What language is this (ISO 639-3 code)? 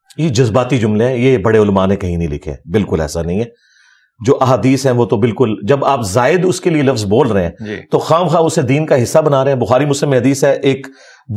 urd